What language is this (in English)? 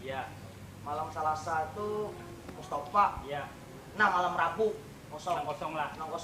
Banjar